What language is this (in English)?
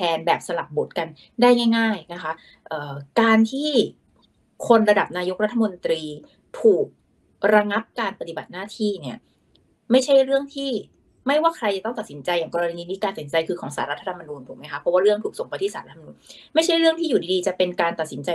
Thai